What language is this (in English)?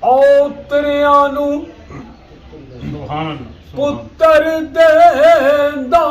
Pahari-Potwari